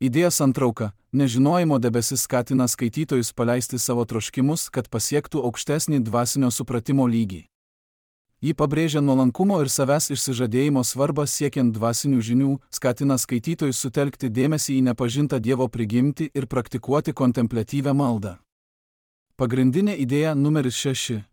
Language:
Lithuanian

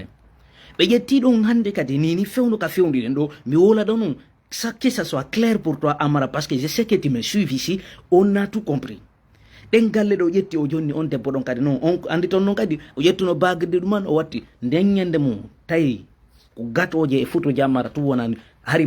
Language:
Fula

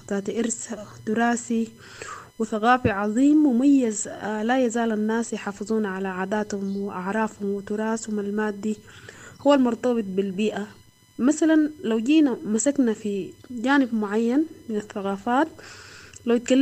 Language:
Sudanese Arabic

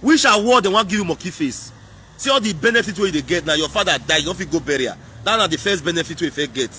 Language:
Nigerian Pidgin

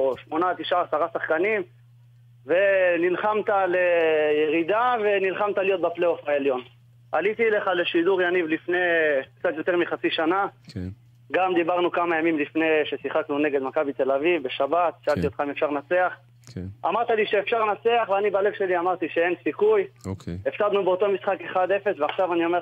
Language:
Hebrew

